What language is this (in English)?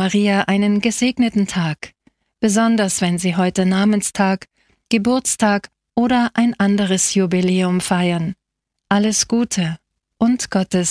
German